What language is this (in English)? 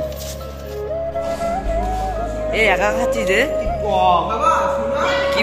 Bangla